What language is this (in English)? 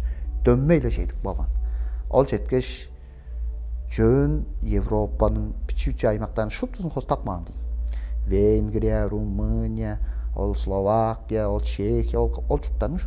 Tuvinian